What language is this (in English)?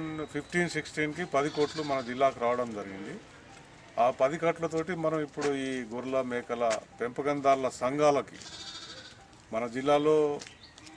Telugu